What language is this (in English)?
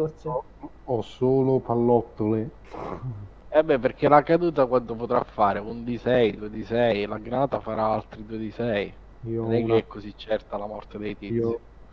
Italian